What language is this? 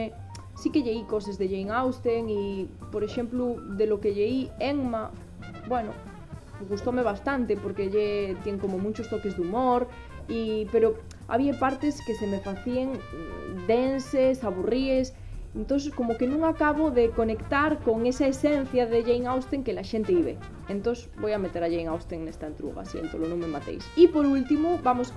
Asturian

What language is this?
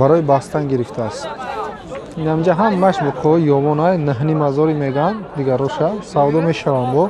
Tajik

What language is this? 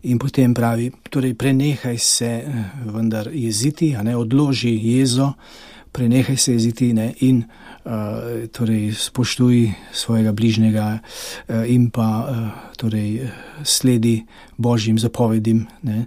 Slovenian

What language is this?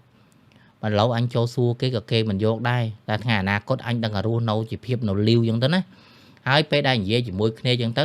Khmer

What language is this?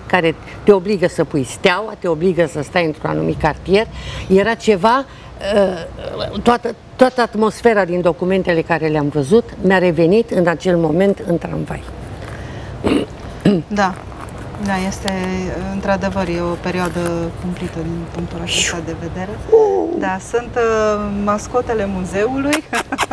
Romanian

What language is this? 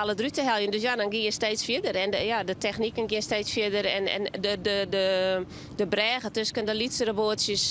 Western Frisian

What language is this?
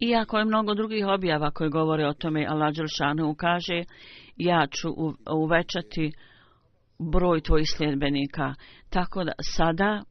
Bosnian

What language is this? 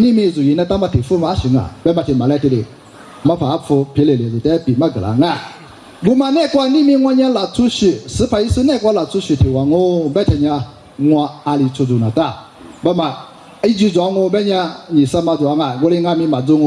Lisu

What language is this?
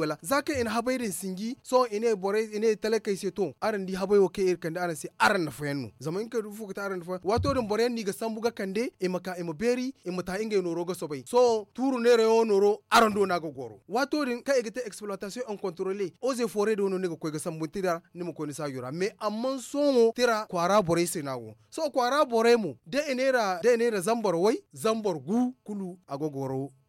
Zarma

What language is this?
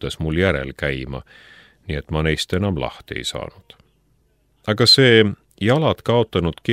Estonian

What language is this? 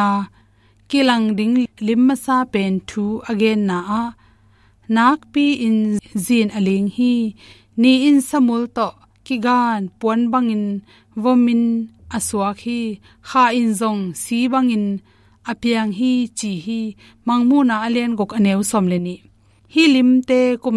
Tedim Chin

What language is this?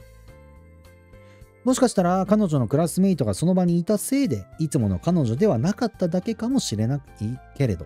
Japanese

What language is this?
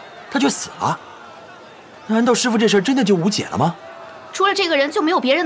Chinese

